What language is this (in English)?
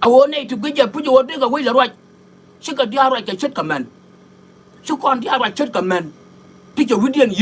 Nuer